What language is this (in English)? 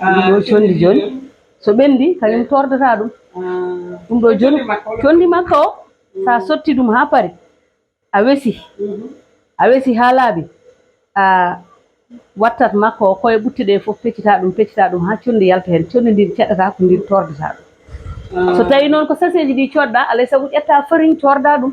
Fula